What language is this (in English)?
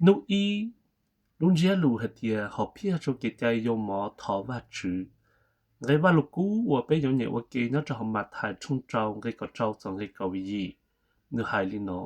Hmong